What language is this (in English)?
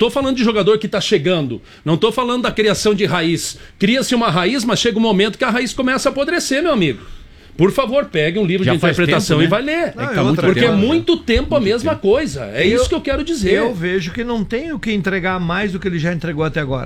Portuguese